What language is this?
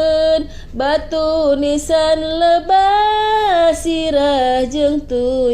Sundanese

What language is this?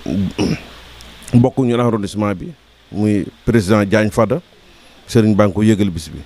Wolof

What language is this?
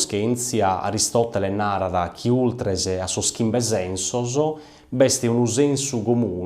Sardinian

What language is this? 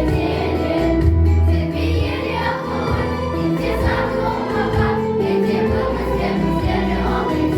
Crimean Tatar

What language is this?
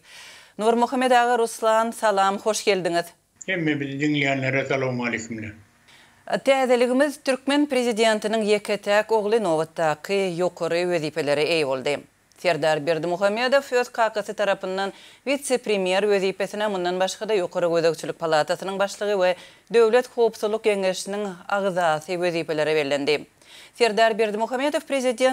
Turkmen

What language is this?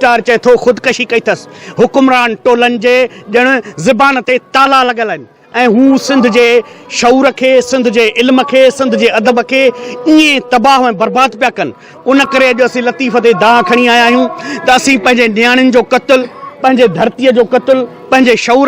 Sindhi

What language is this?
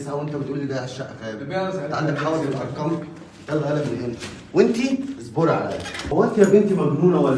Egyptian Arabic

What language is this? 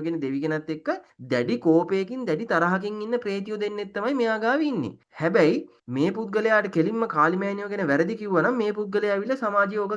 Sinhala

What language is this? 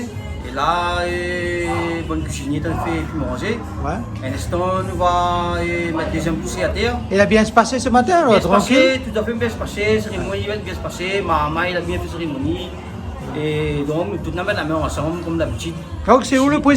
Réunion Creole French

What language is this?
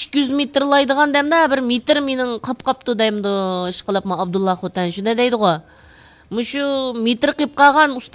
Uyghur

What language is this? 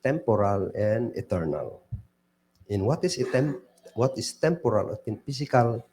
Kankanaey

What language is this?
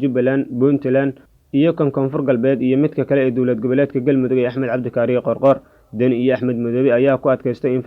Somali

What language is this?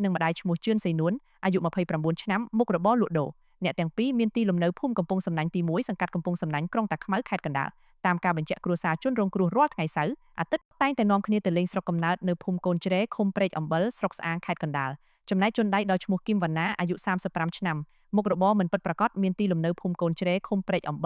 Khmer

